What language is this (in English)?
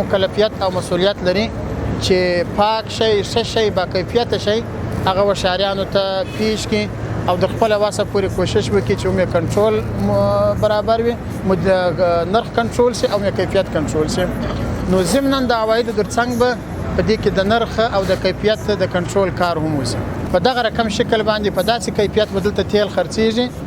Pashto